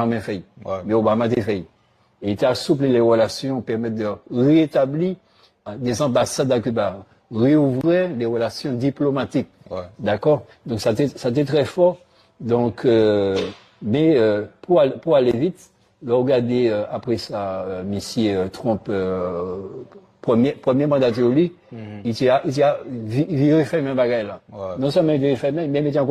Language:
Guadeloupean Creole French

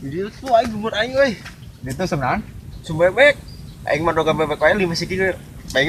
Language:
Sundanese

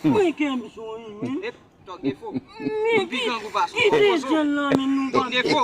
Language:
Haitian Creole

